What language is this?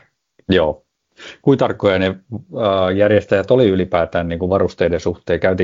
Finnish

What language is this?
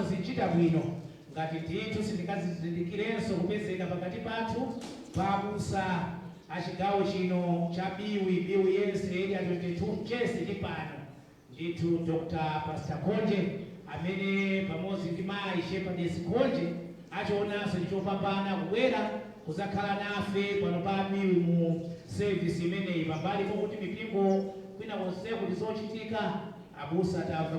Nyanja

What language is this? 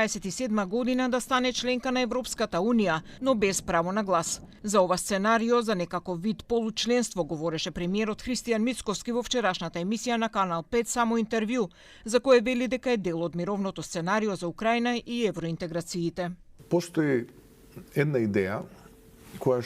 Macedonian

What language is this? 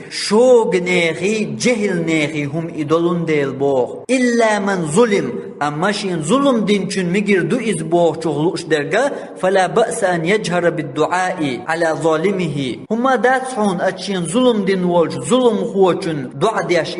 Chechen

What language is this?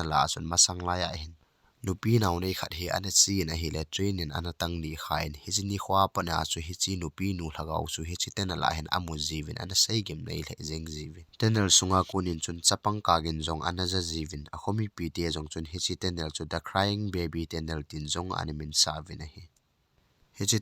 Thado Chin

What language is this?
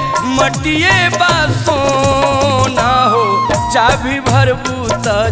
Bhojpuri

